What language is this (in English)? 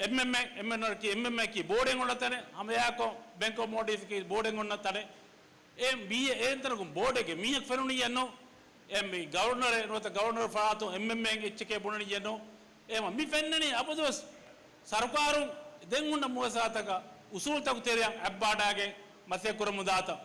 Divehi